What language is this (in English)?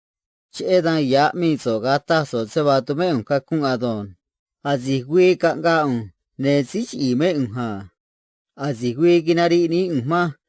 Copala Triqui